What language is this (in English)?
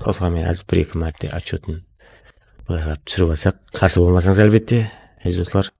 Kara-Kalpak